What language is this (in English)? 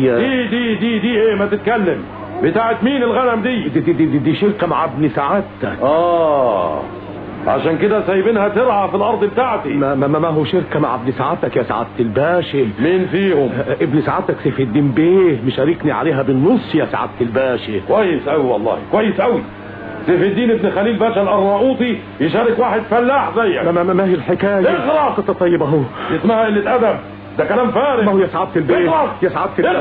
Egyptian Arabic